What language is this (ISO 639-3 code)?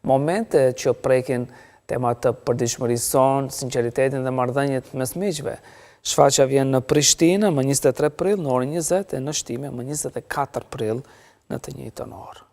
sqi